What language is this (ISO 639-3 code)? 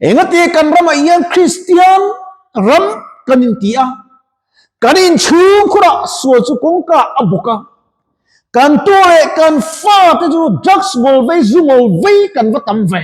lus